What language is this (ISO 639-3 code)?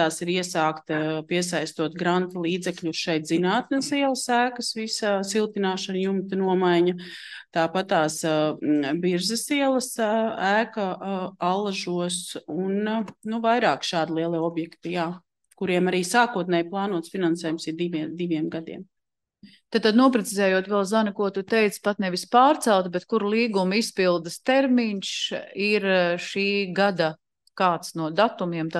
lav